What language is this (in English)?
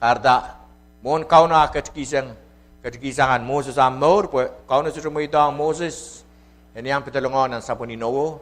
Pohnpeian